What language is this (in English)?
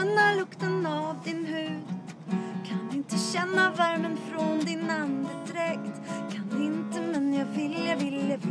Swedish